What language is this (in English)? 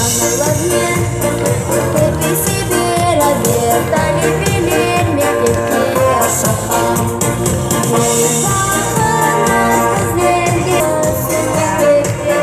Crimean Tatar